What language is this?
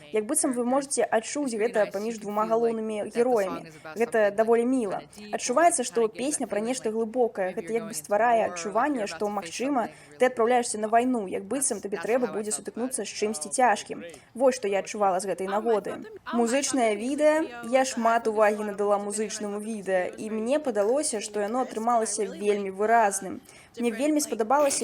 Belarusian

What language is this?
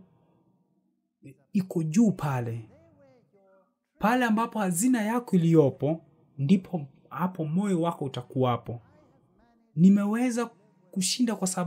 Swahili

